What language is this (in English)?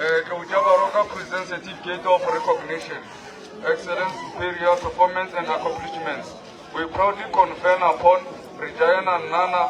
Northern Sotho